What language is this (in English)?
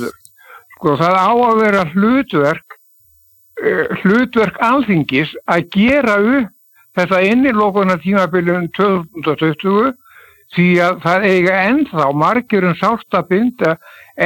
Icelandic